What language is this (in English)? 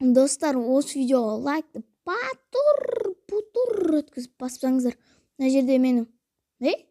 Kazakh